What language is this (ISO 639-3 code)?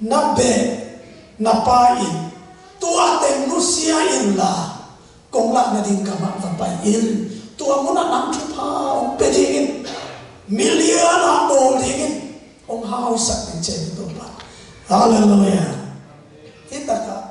ctd